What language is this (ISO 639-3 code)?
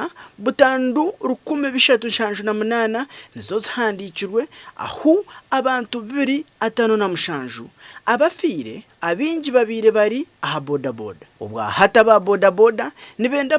nyn